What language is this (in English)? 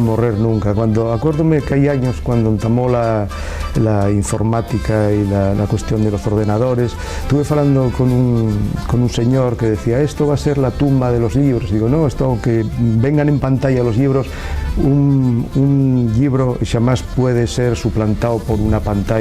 Asturian